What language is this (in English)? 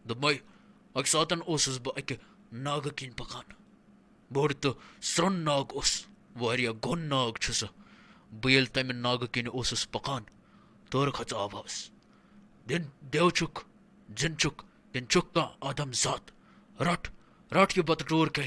Kashmiri